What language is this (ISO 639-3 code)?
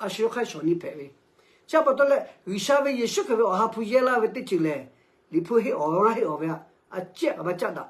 lhu